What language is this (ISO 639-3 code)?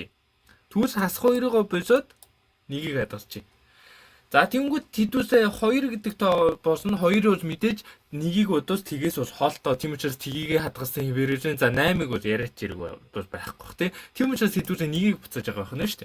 mon